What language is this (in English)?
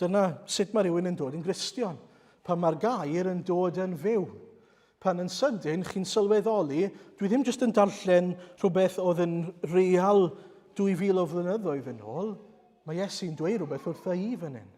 Welsh